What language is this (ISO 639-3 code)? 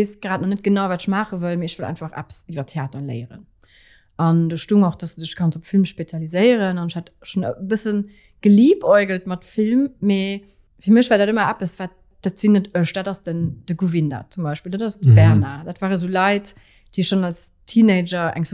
ltz